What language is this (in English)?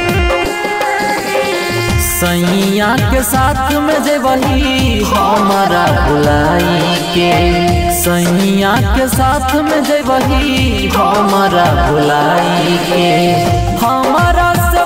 Bhojpuri